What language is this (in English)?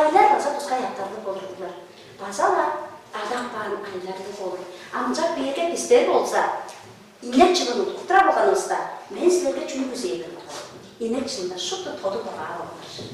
Tuvinian